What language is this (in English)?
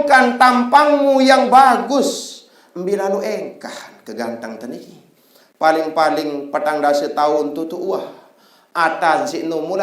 Sasak